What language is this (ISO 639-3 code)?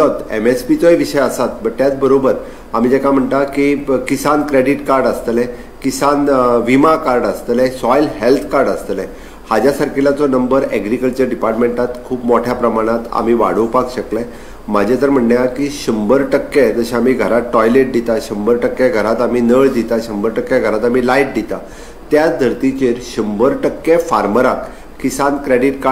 kok